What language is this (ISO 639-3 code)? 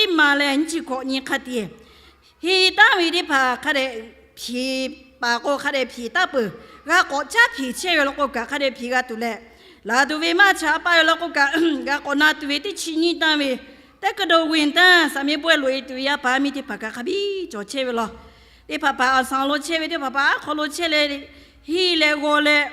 lhu